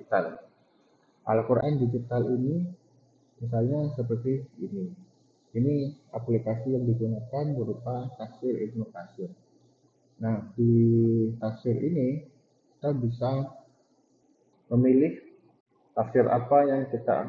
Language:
Indonesian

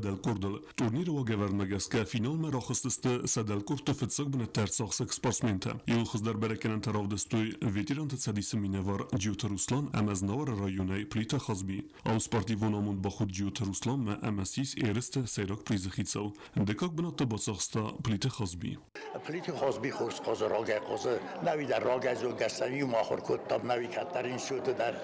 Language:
Ossetic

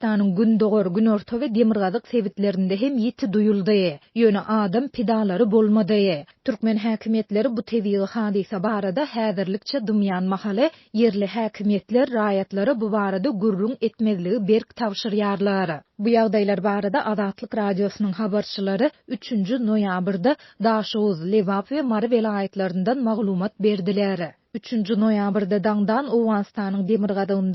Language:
Turkmen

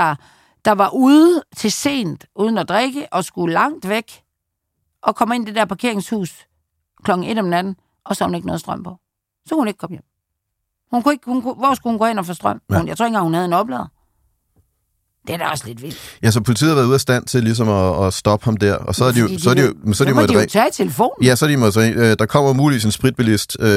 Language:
Danish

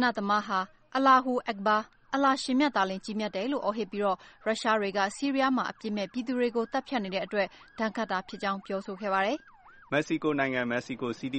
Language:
Burmese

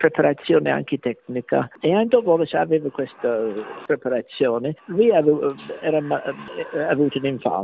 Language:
Italian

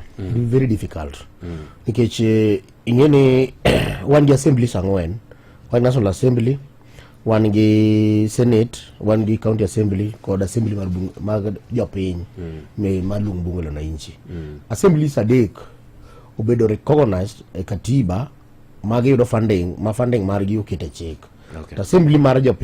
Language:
Luo (Kenya and Tanzania)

